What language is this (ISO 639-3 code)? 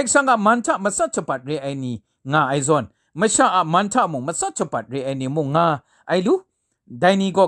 kac